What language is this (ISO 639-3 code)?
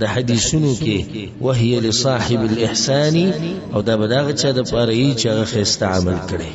pus